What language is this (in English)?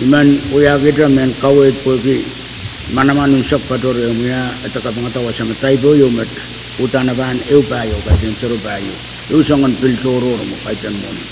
Pohnpeian